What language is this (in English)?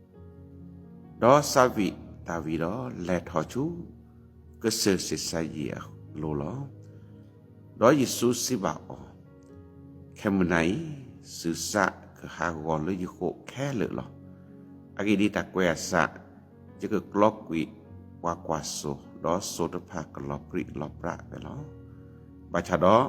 S'gaw Karen